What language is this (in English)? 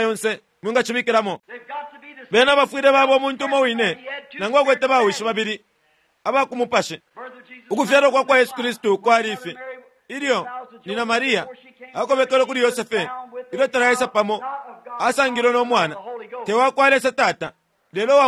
Bemba